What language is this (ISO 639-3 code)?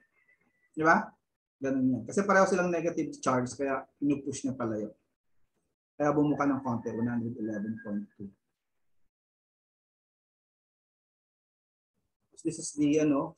fil